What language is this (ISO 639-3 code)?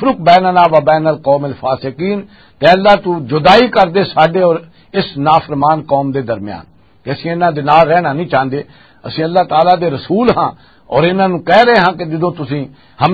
lah